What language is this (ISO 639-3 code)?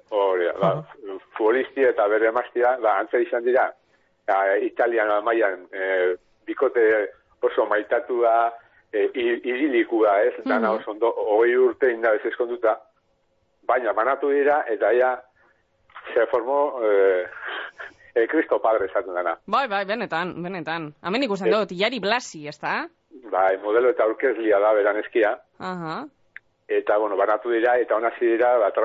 eus